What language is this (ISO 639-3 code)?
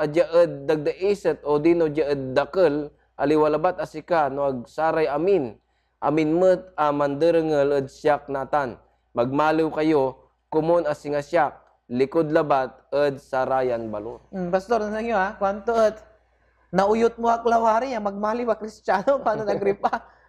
pag